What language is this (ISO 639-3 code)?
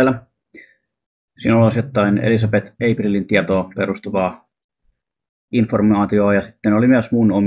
fin